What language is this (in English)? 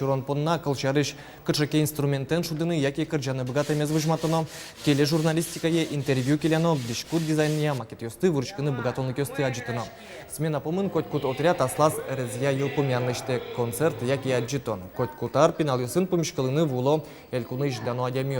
Udmurt